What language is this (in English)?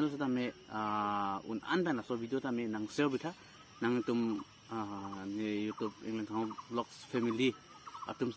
Karbi